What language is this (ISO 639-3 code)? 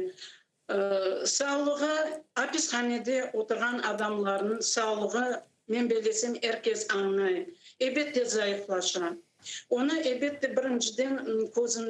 crh